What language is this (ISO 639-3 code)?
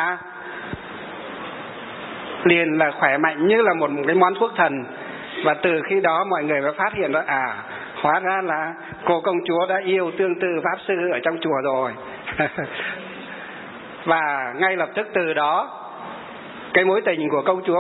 vie